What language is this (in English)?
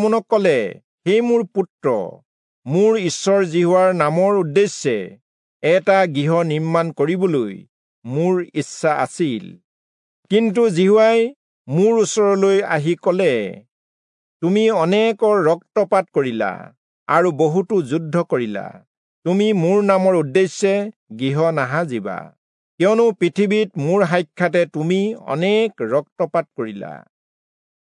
Assamese